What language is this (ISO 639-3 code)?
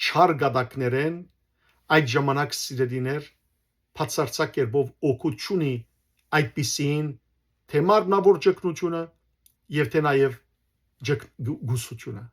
hyw